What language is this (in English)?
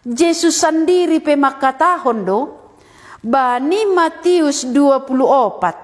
Batak Simalungun